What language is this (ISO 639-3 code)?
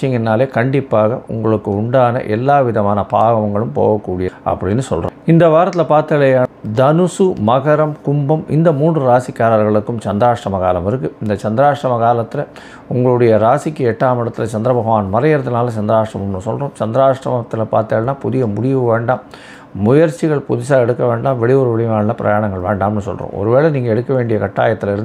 tam